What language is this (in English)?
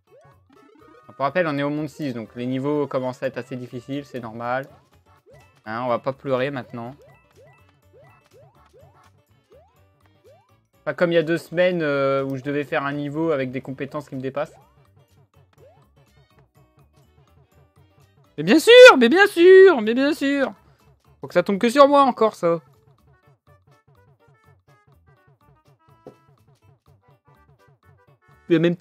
French